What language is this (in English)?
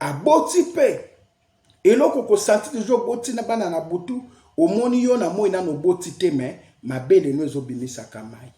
Lingala